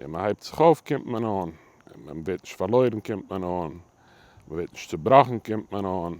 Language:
Yiddish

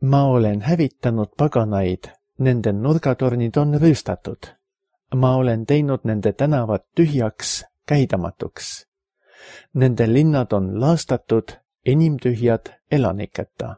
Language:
Estonian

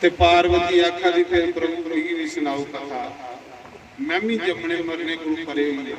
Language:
Dogri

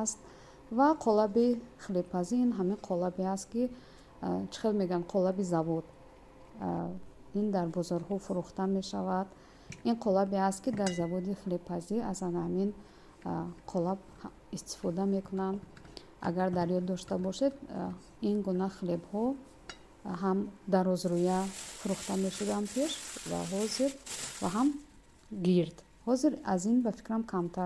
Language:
Tajik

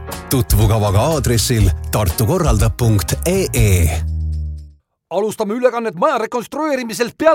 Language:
Estonian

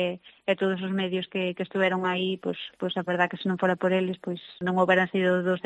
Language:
Galician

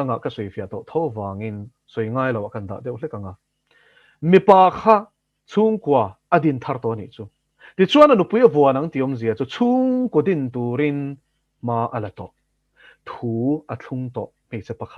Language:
Mizo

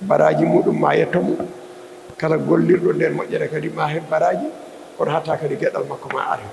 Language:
Fula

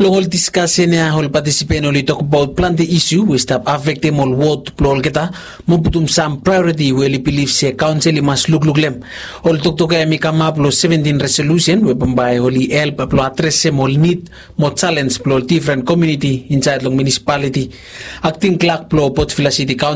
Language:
Bislama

